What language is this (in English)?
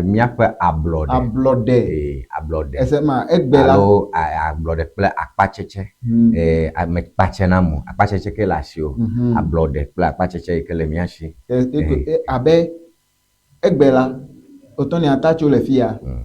Ewe